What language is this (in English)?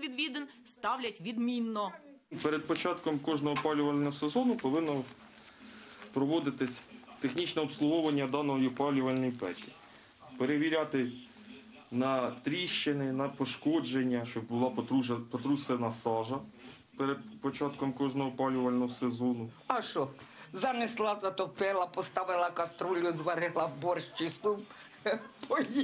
Ukrainian